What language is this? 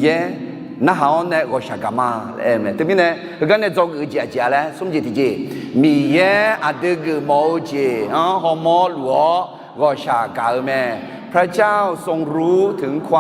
Akha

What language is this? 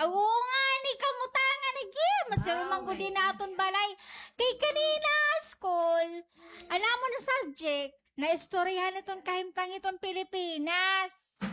Waray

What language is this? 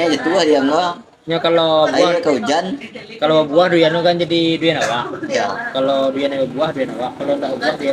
Minangkabau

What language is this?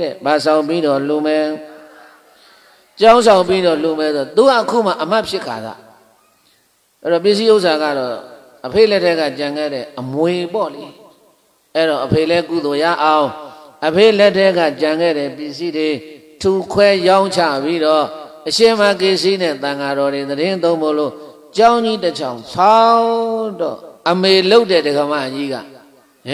Burmese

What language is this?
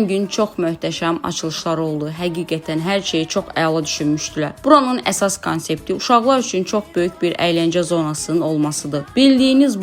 Azerbaijani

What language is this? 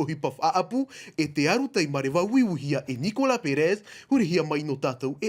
Tahitian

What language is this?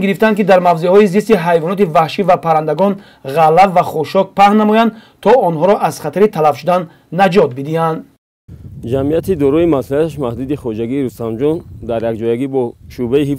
Tajik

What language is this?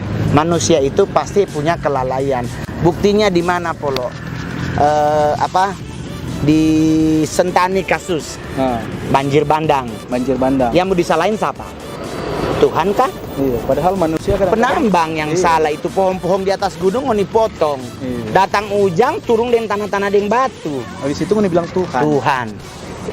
Manado Malay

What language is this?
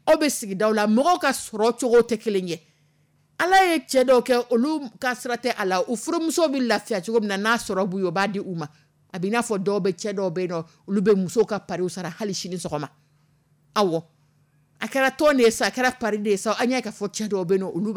Dyula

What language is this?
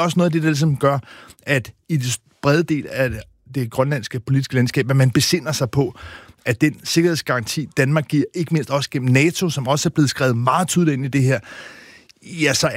Danish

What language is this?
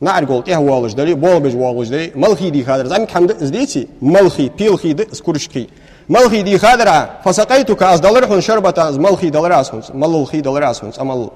Ingush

